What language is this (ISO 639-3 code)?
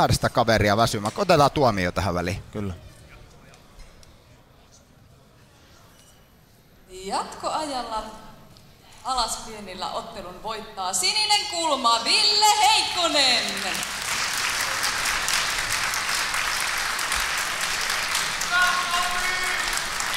fin